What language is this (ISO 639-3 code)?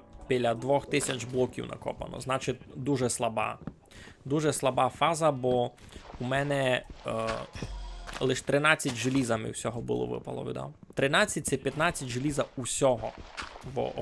rue